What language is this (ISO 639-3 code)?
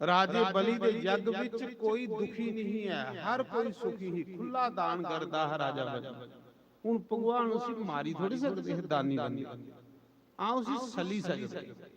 doi